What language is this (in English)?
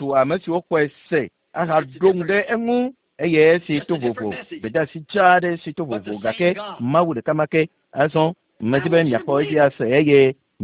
Ewe